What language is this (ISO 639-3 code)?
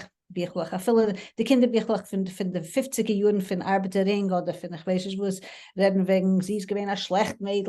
yid